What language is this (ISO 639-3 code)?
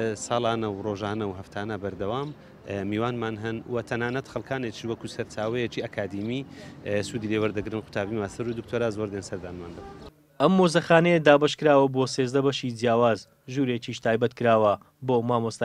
ckb